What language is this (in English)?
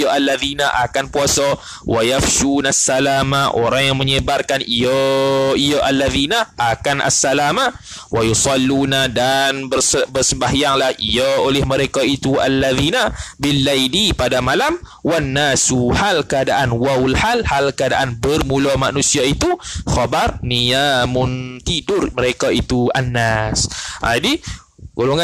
Malay